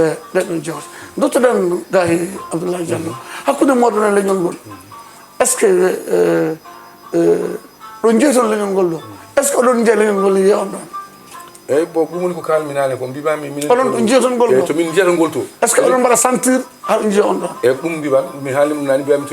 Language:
Fula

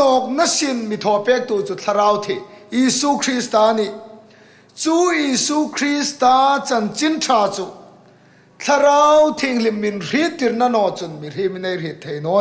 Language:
Hmar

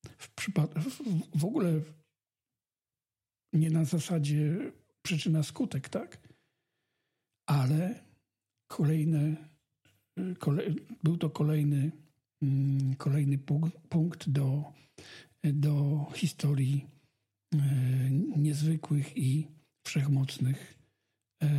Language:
Polish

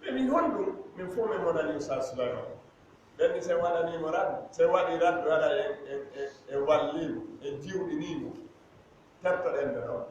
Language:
Fula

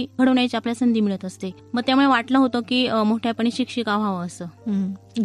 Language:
Marathi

